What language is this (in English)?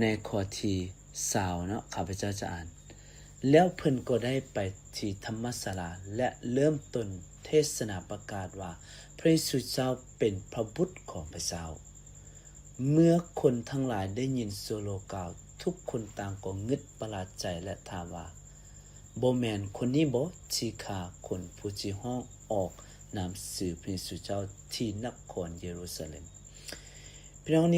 Lao